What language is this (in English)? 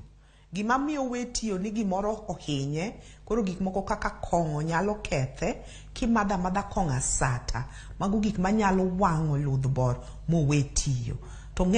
Luo (Kenya and Tanzania)